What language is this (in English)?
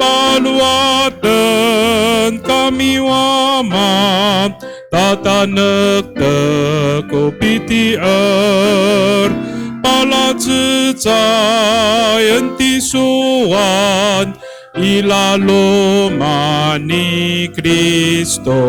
Amis